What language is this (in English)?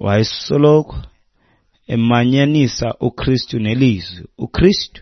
Xhosa